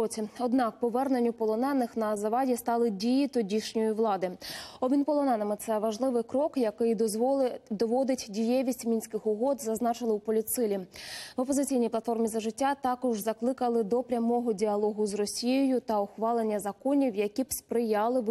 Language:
Ukrainian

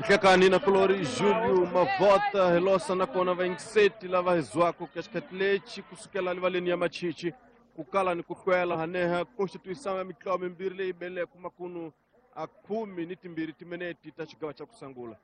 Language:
Tsonga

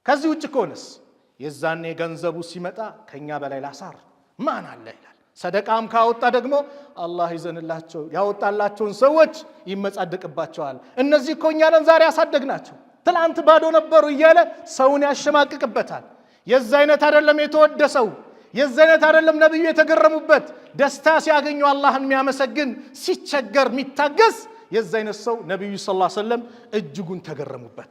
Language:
Amharic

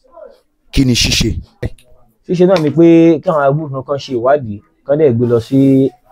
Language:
Yoruba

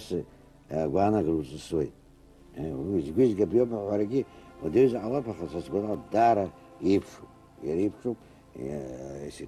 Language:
Abkhazian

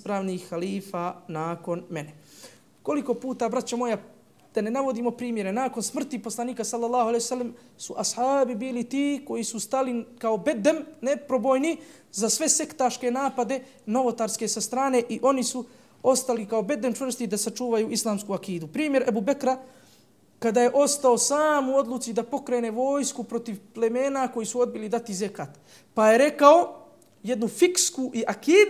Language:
Bosnian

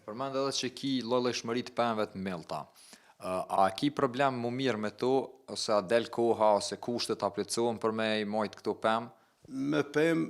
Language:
Albanian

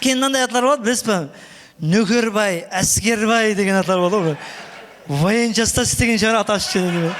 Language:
Kara-Kalpak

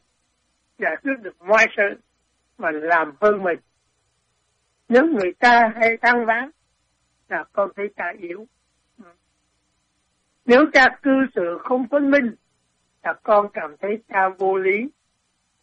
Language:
Vietnamese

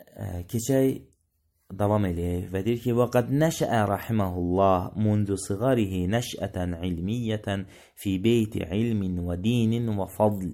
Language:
Azerbaijani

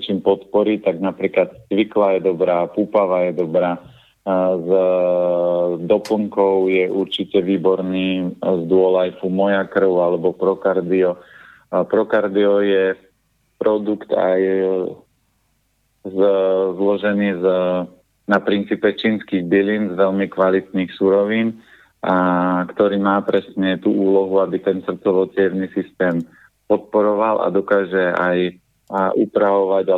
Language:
Slovak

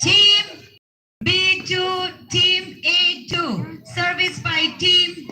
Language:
Tangkhul Naga (India)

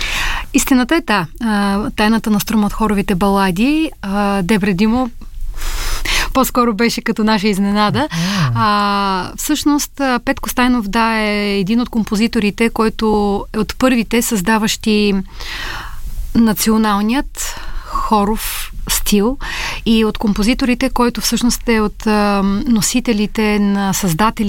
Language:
Bulgarian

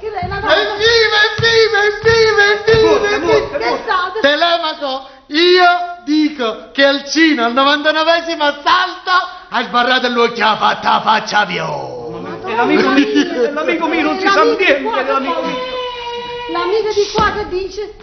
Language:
Neapolitan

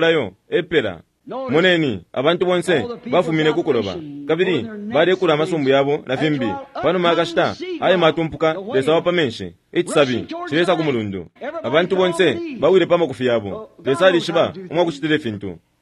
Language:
Bemba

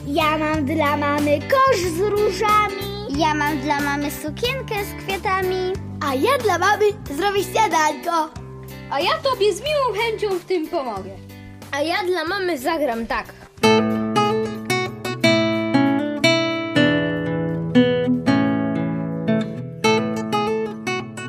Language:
Polish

